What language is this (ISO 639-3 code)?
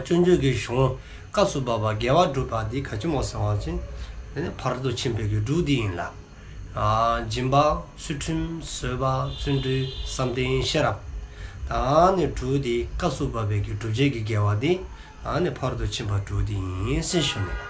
dzo